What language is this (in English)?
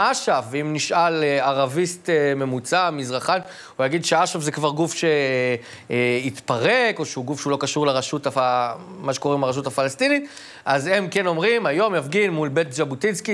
Hebrew